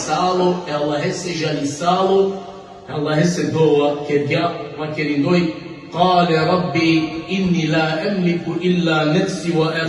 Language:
Balkan Romani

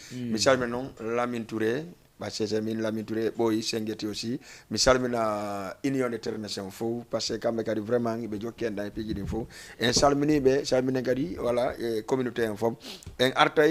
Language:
Fula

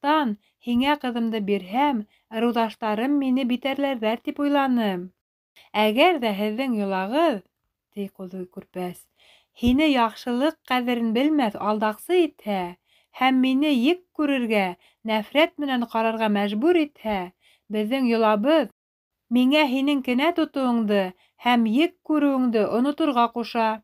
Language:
Bashkir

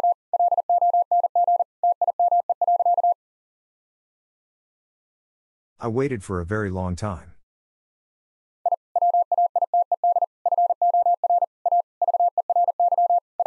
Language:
English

